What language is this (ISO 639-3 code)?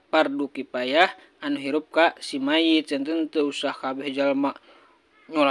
sun